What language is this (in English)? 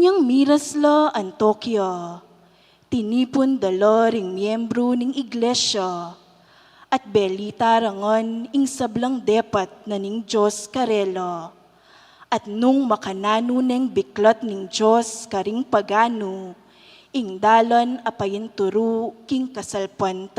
Pampanga